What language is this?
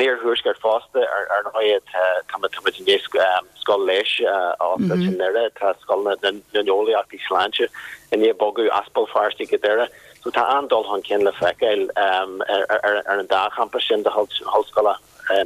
Irish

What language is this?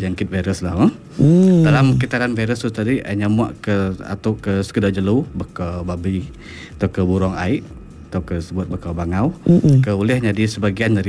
Iban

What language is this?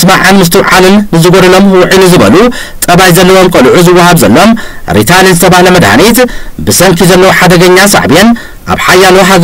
Tigrinya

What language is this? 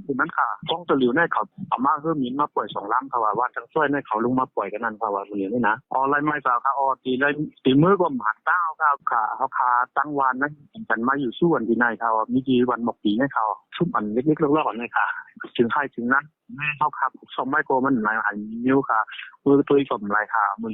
Shan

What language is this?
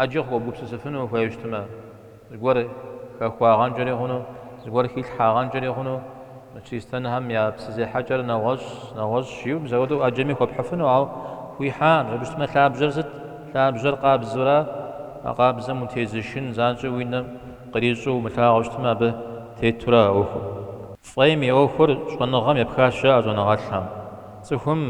Kabardian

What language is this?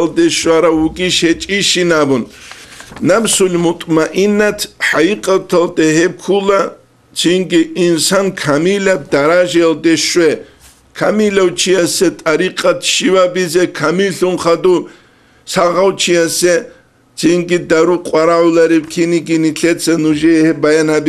Avaric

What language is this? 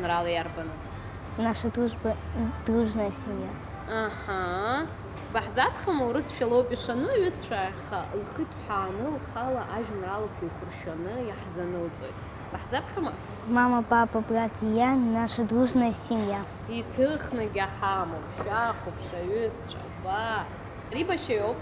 Abkhazian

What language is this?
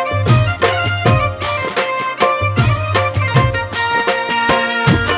Bhojpuri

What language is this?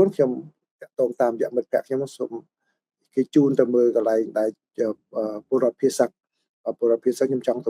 Khmer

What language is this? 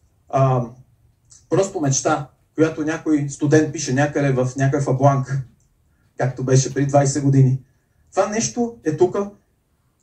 Bulgarian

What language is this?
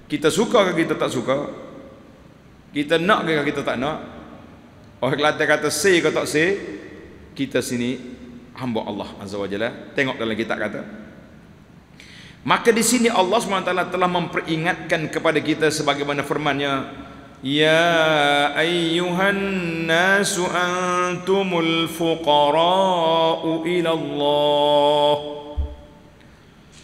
Malay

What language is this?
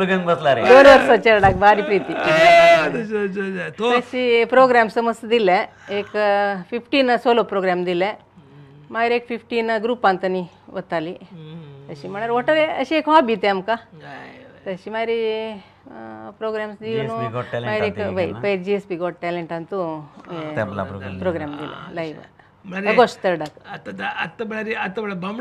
Konkani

